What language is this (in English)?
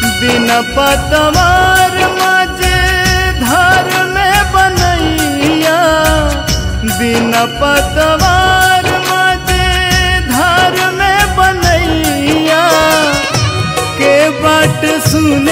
Bhojpuri